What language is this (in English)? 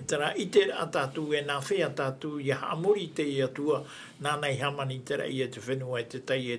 Tahitian